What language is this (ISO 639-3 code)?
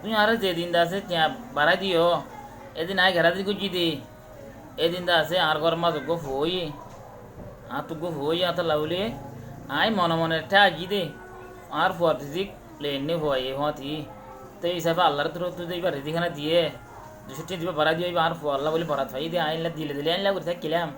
rhg